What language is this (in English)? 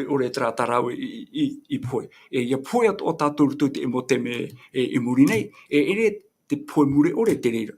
Tahitian